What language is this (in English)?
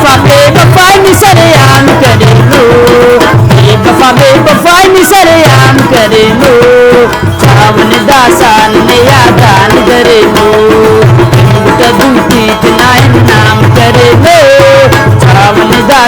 Brahui